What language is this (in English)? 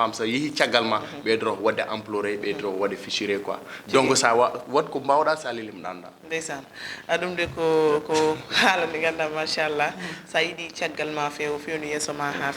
Fula